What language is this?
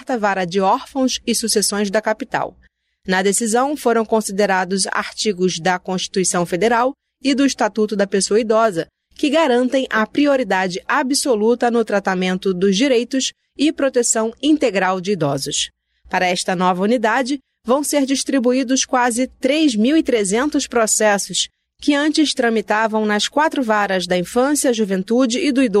Portuguese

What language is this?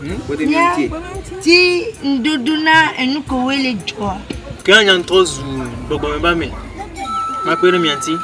Ewe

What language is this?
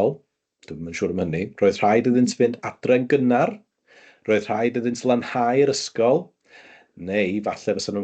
Welsh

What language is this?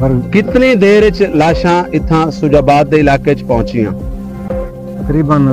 Saraiki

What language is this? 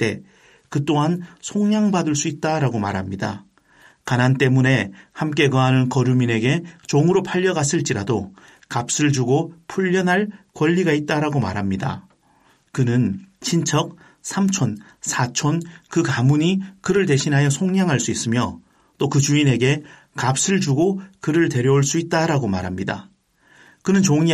Korean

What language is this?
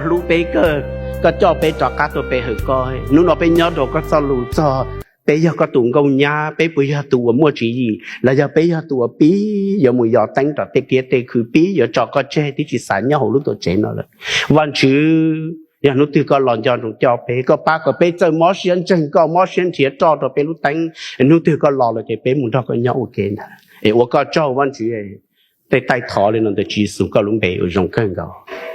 Hmong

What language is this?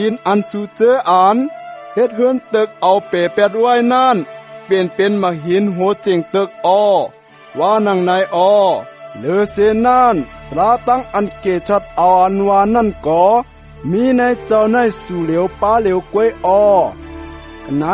Shan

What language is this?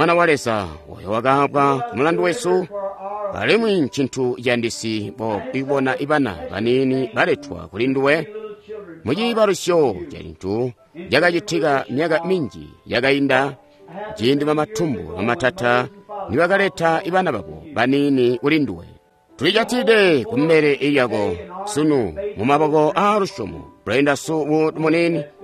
Tonga (Zambia)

